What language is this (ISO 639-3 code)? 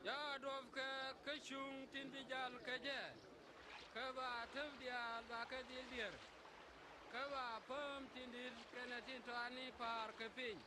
nus